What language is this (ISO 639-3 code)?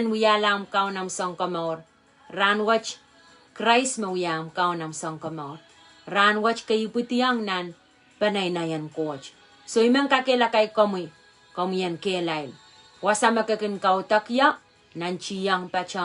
pon